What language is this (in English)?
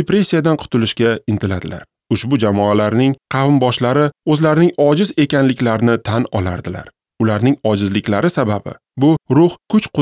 Uzbek